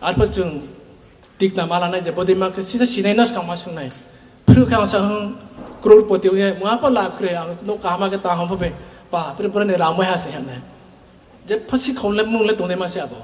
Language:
Riang (India)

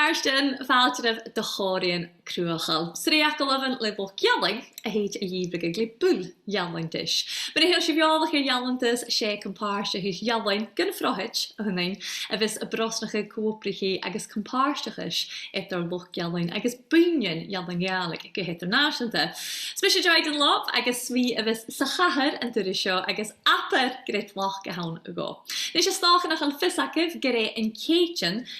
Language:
Scottish Gaelic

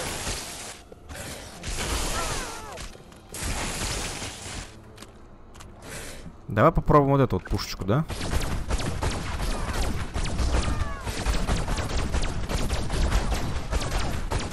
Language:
Russian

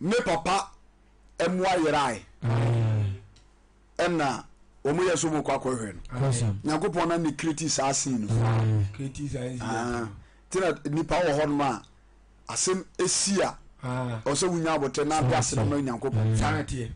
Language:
Akan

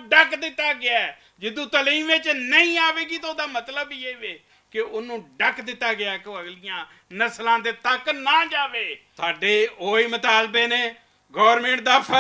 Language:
Western Panjabi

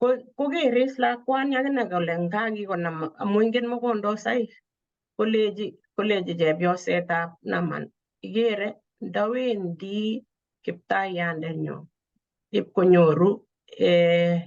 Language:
Kalenjin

